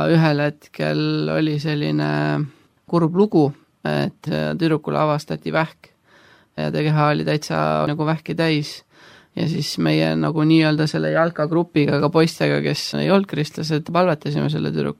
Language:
Estonian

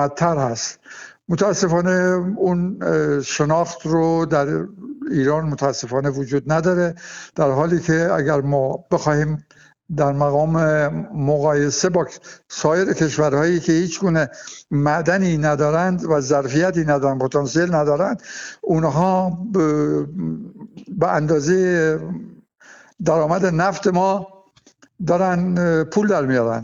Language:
Persian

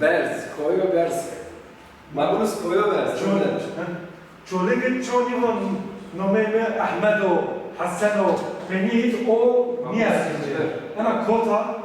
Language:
Zaza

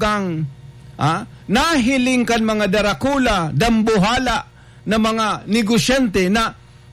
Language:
Bikol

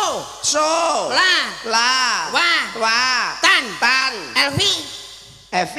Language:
Javanese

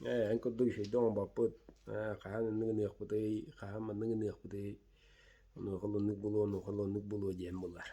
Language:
Yakut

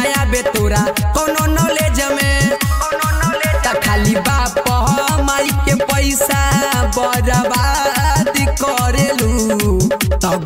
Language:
Bhojpuri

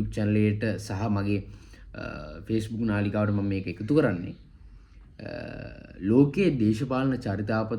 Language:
Sinhala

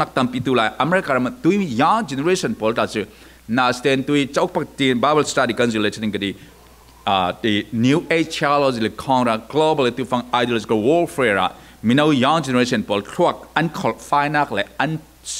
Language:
Falam Chin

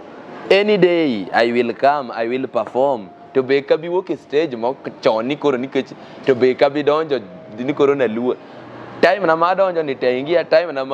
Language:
Luo (Kenya and Tanzania)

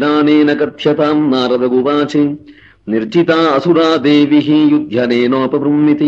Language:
Sanskrit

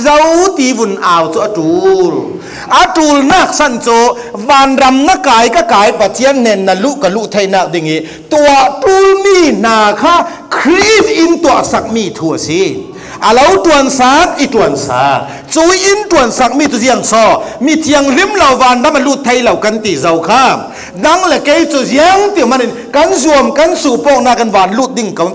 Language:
Falam Chin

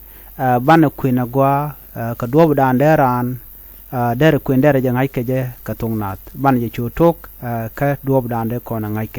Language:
Nuer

